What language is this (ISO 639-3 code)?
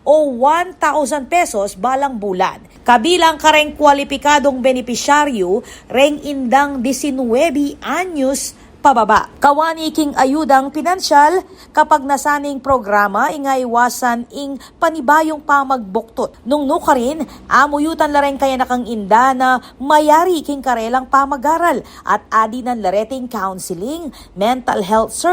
pam